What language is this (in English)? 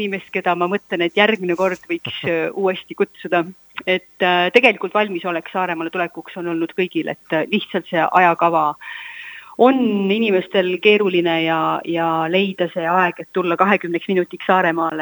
Estonian